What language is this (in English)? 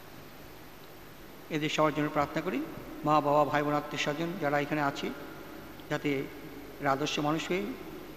Bangla